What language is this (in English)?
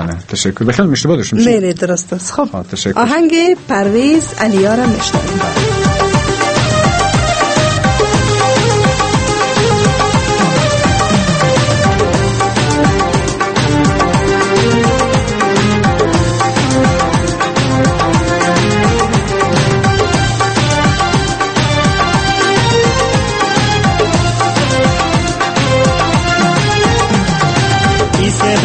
Persian